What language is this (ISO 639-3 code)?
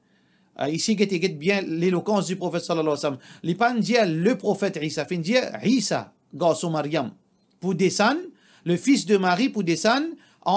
mfe